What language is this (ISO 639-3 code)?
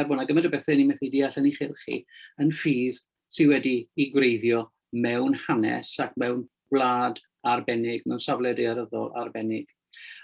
cym